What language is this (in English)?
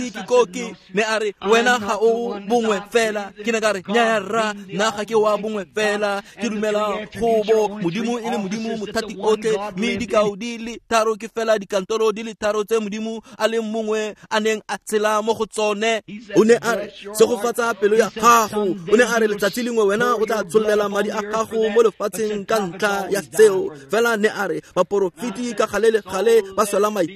Tswana